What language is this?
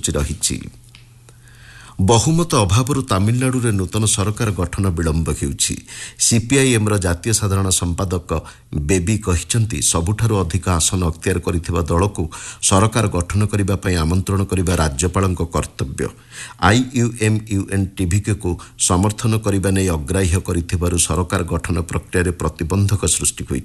Odia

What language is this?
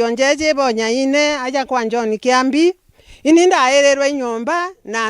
Meru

